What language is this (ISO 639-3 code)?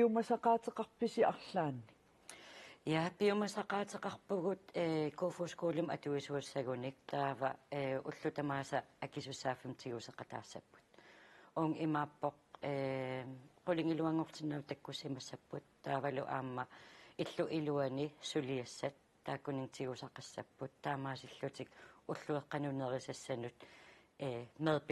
kal